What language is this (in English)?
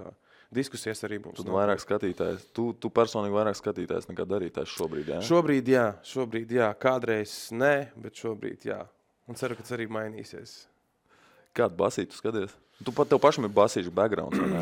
Latvian